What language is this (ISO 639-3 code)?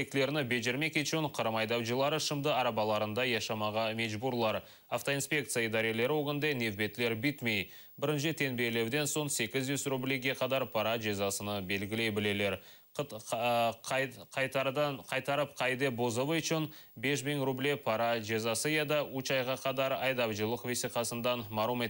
crh